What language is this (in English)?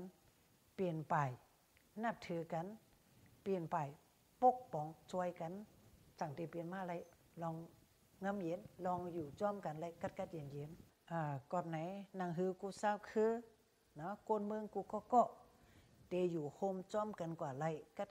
Shan